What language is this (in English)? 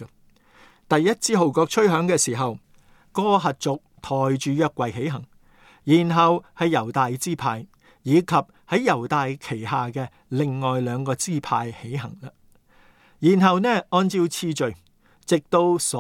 Cantonese